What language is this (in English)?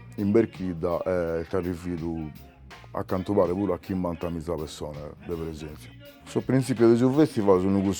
Sardinian